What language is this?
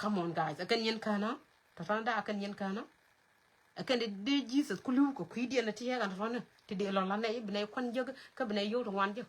Nuer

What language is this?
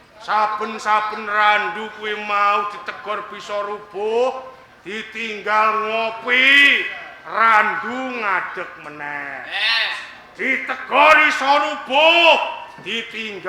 Javanese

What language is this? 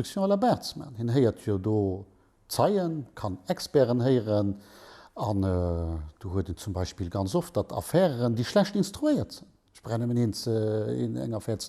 Luxembourgish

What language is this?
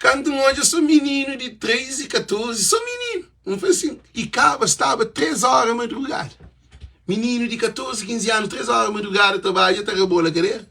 Kabuverdianu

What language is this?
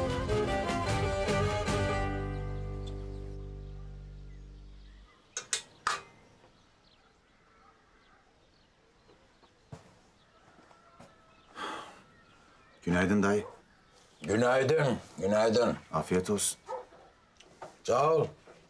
Turkish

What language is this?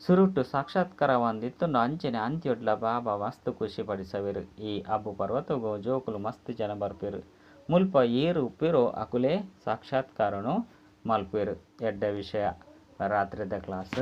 Tulu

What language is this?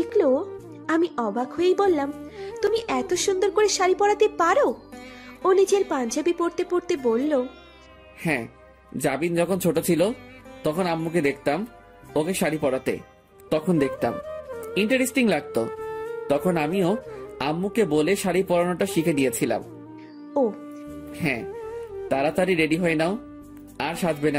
Bangla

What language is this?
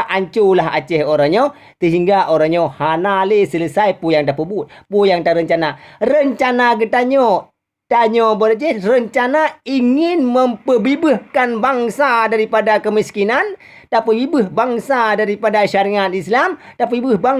Achinese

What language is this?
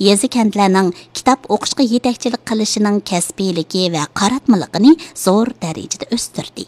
Uyghur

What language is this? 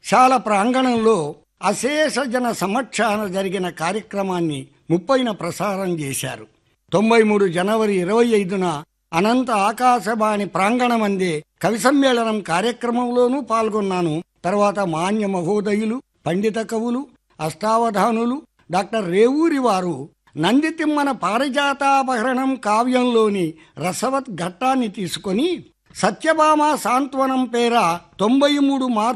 Telugu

